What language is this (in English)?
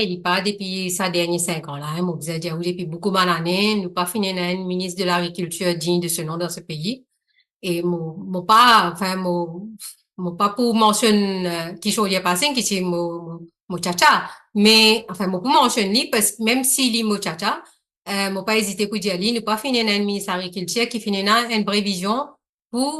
Morisyen